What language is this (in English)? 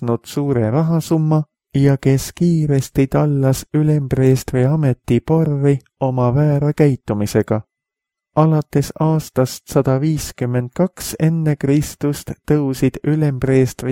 Estonian